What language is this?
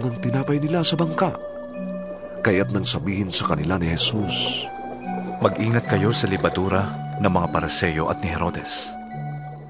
Filipino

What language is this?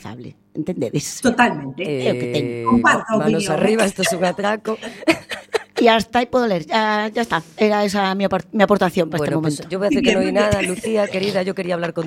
Galician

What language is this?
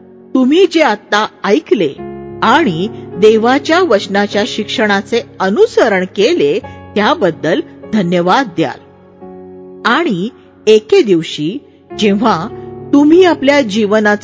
Marathi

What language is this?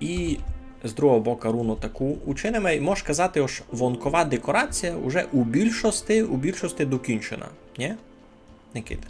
Rusyn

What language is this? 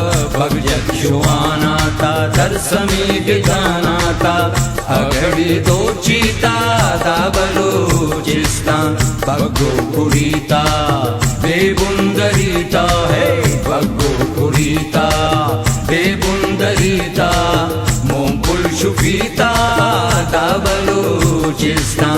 Brahui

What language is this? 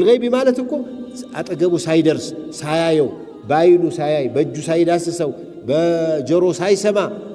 Amharic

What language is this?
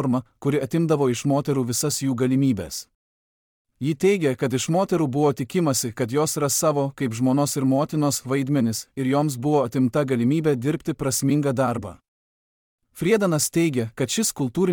Lithuanian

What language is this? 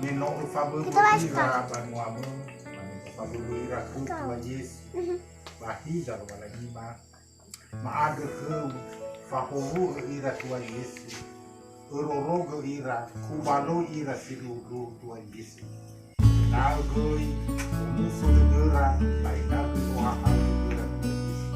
Nias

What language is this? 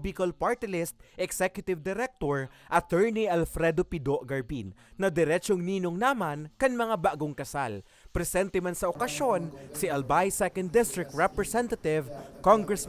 Bikol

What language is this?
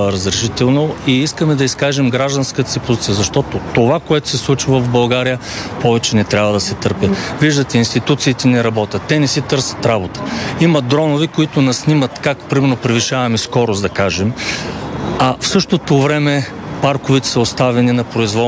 Bulgarian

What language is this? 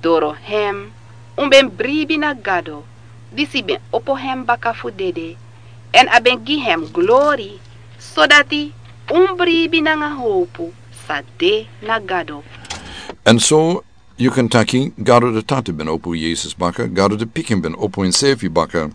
Sranan Tongo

